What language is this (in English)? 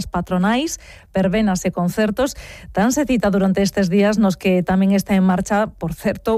Galician